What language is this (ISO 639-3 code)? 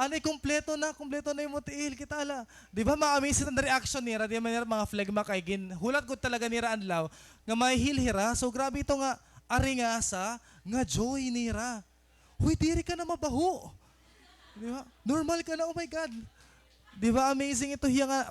war